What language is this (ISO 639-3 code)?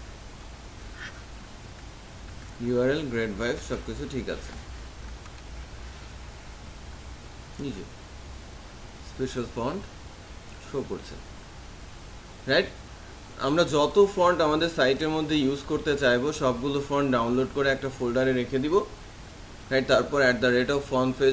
ben